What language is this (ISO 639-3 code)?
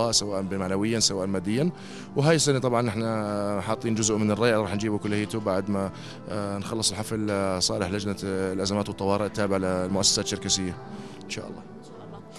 apc